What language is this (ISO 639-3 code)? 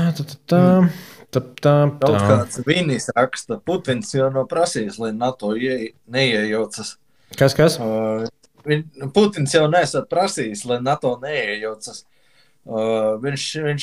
lav